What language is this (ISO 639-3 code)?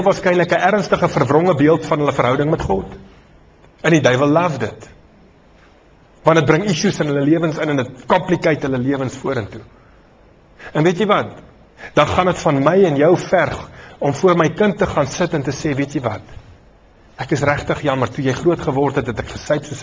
afr